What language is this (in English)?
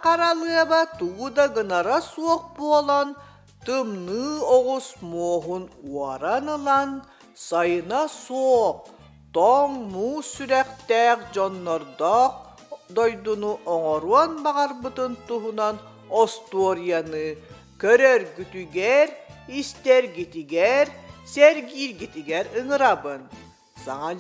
Yakut